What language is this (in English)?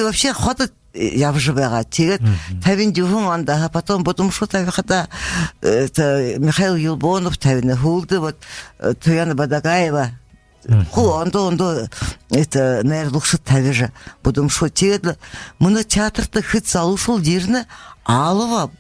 Buriat